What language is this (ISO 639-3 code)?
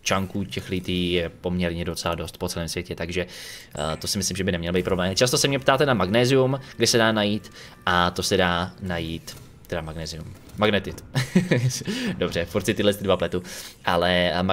ces